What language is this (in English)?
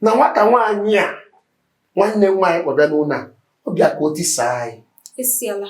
Igbo